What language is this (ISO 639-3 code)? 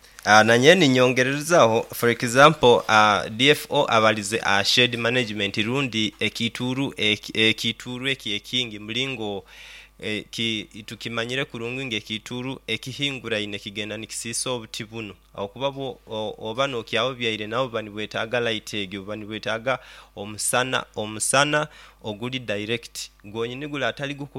nyo